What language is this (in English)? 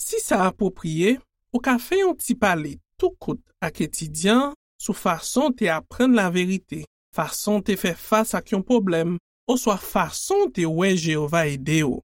Haitian Creole